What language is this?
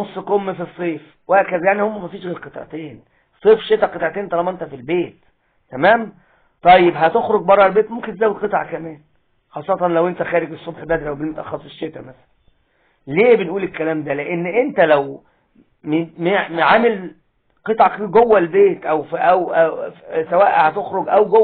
Egyptian Arabic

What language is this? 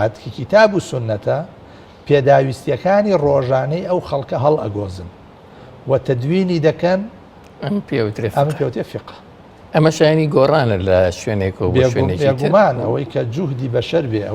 Central Kurdish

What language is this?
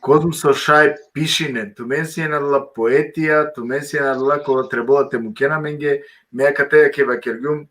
Balkan Romani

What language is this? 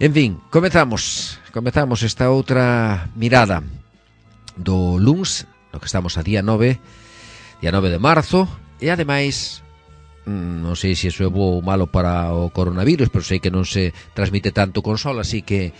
Galician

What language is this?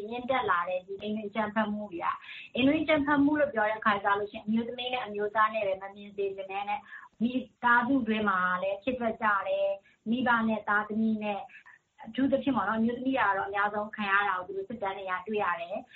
Burmese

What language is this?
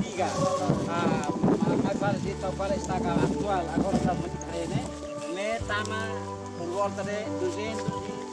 Tetum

